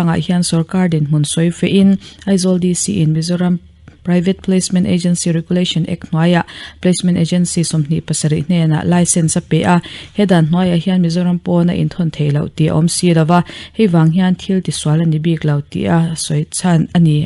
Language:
Mizo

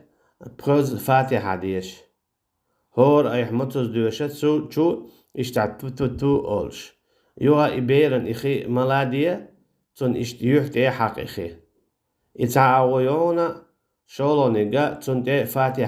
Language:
Chechen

